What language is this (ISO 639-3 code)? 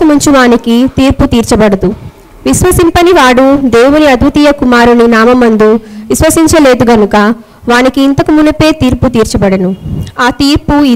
tel